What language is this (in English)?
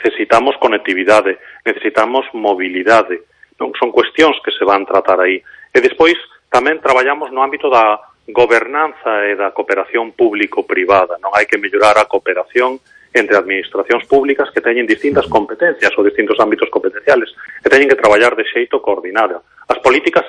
Galician